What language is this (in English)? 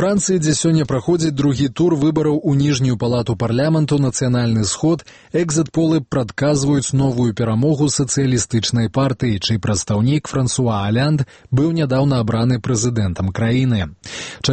Belarusian